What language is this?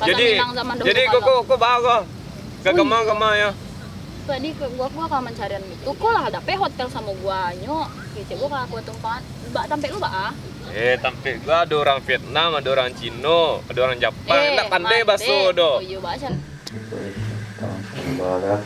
Minangkabau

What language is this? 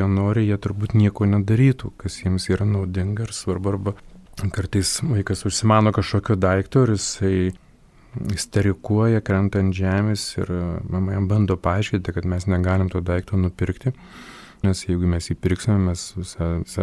Lithuanian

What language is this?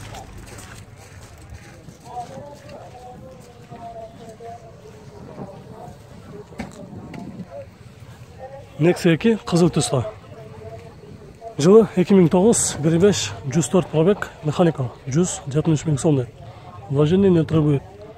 Kyrgyz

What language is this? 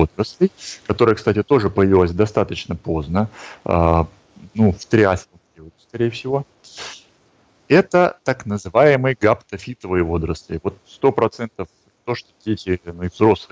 Russian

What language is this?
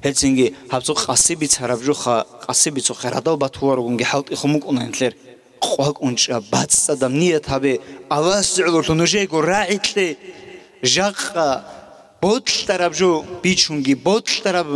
Avaric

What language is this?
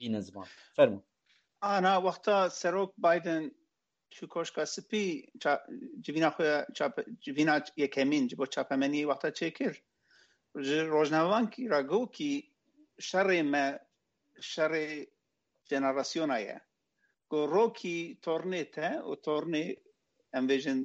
Kurdish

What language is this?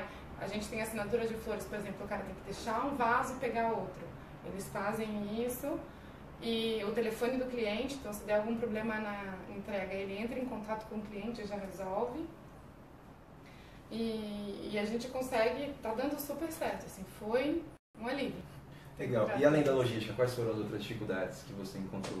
Portuguese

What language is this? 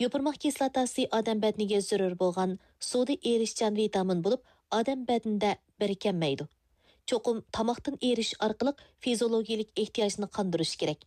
Uyghur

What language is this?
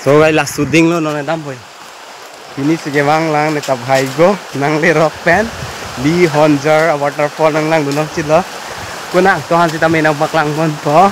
Karbi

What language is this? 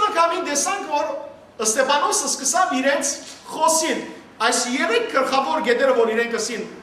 Western Armenian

